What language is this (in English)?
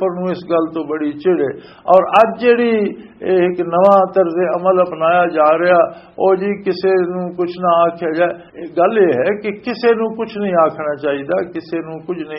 Western Panjabi